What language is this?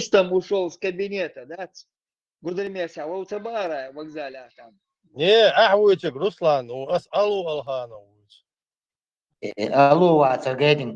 Chechen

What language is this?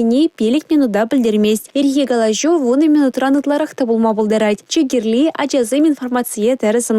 Chuvash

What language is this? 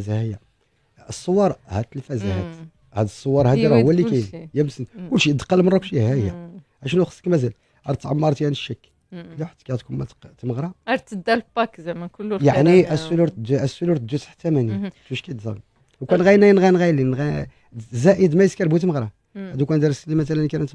Moroccan Arabic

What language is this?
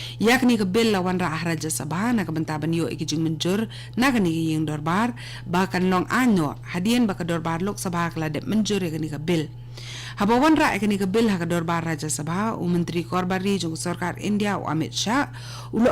Khasi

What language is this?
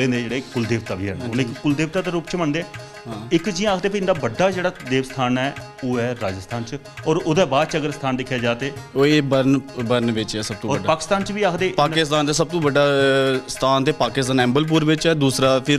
Dogri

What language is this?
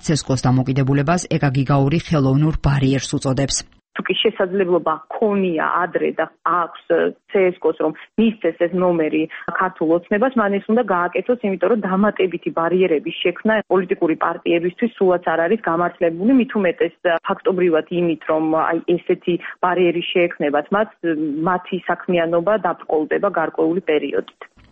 Georgian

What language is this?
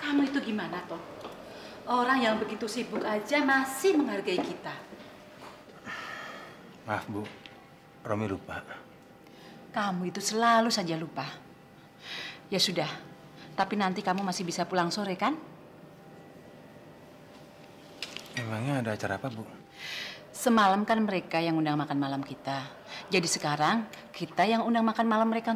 Indonesian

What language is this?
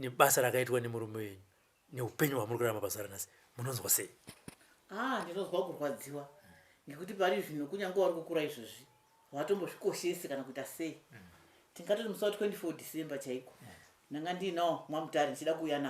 Shona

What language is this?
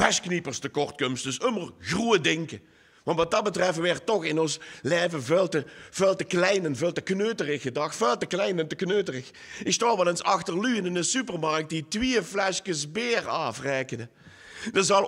Limburgish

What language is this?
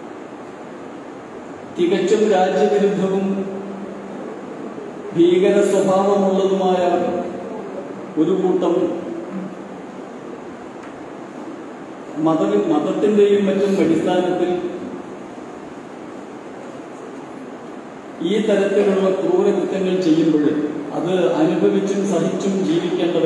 Malayalam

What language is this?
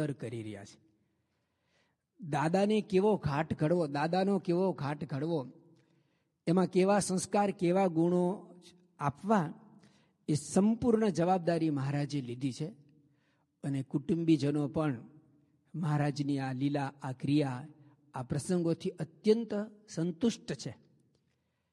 Gujarati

